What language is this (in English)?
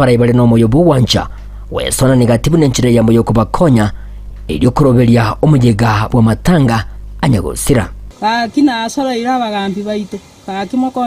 Gusii